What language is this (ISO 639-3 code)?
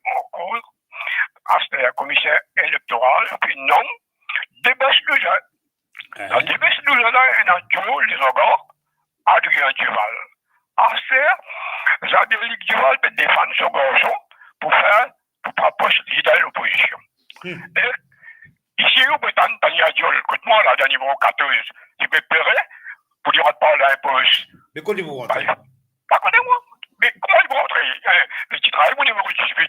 mfe